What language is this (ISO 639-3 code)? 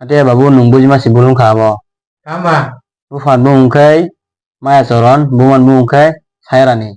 trp